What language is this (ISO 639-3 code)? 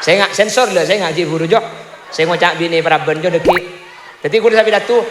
mad